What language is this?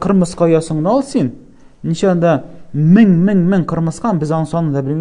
Tatar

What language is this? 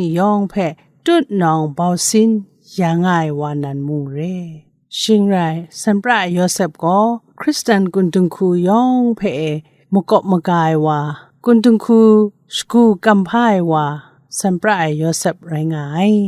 Kachin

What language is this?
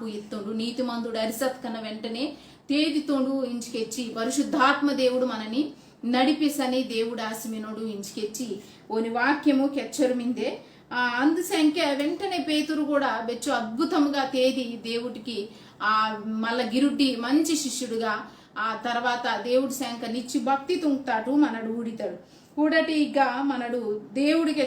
Koya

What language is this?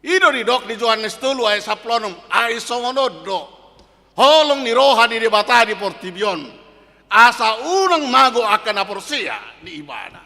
Batak Toba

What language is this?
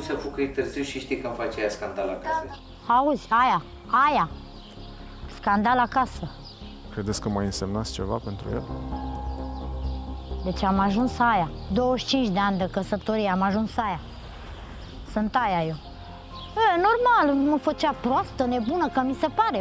Romanian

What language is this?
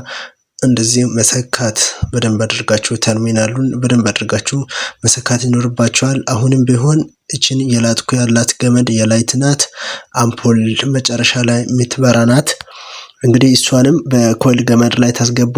Amharic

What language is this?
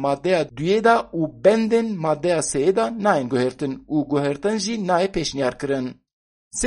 Kurdish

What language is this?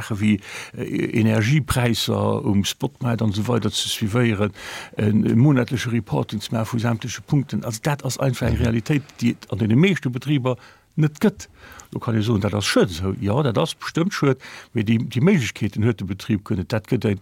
Luxembourgish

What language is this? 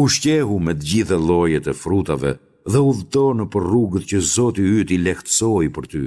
Albanian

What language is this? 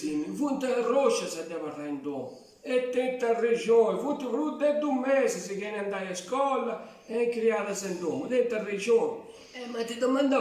Sardinian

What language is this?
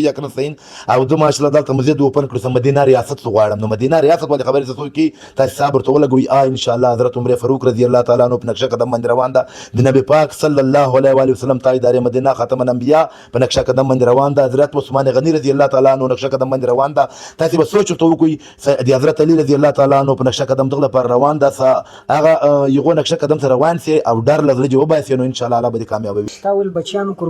Pashto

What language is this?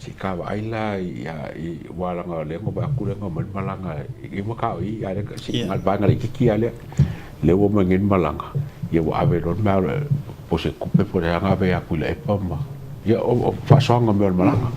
Samoan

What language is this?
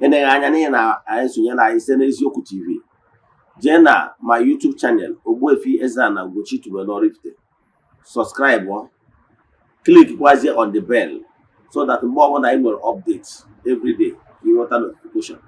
Igbo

